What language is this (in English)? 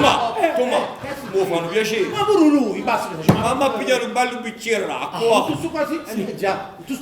Neapolitan